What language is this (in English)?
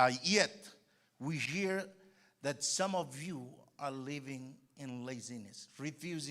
Marshallese